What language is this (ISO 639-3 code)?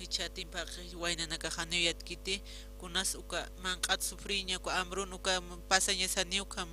aym